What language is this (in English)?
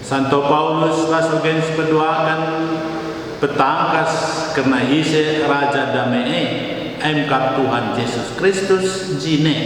Batak Karo